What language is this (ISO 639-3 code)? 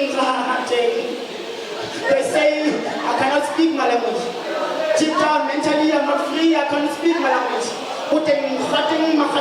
tsn